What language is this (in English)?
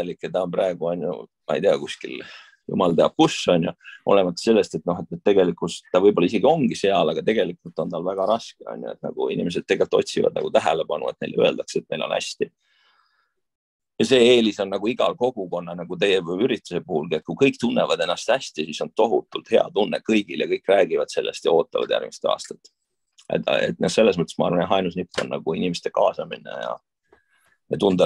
Estonian